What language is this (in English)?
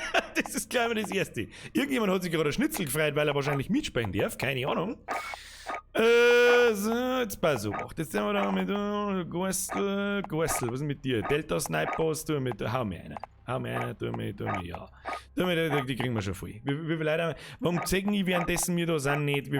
Bavarian